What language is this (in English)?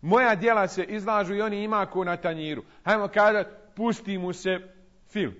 Bosnian